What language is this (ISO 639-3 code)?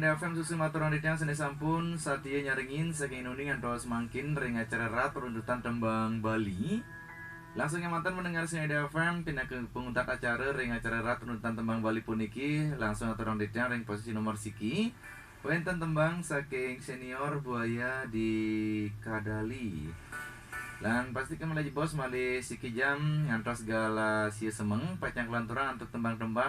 ban